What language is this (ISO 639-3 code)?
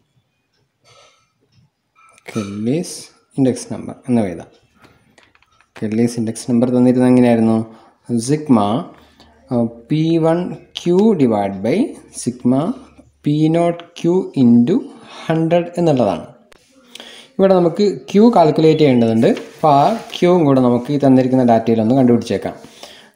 mal